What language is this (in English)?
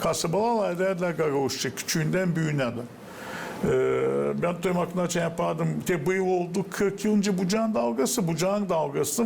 Gagauz